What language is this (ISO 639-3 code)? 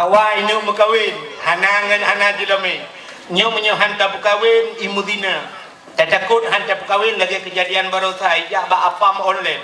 ace